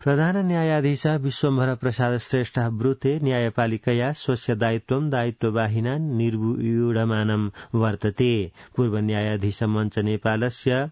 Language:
Sanskrit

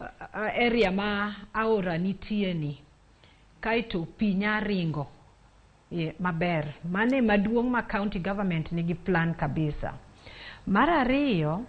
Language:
Luo (Kenya and Tanzania)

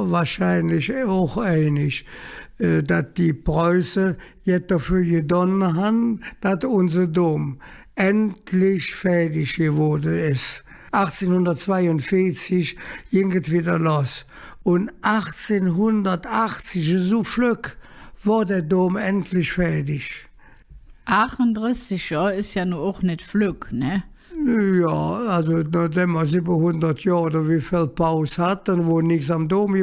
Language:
Colognian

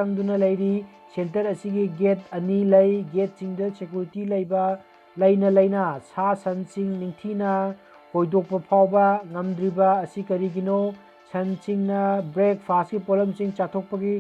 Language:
Manipuri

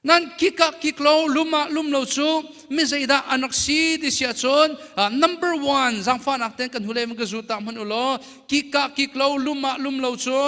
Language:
Hakha Chin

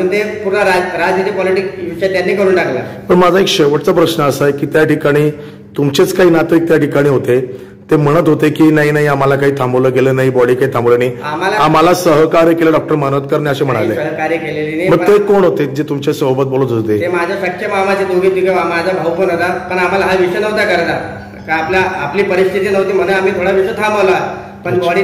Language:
Marathi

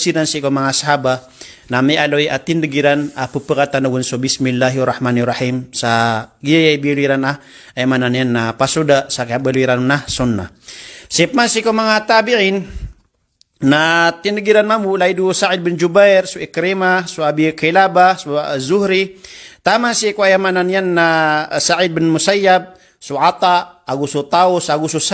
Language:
Maranao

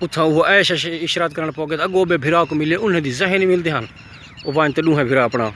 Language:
Saraiki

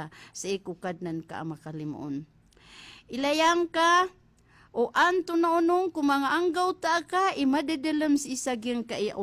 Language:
Maranao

